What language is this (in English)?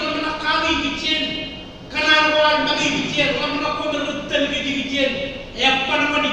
Marshallese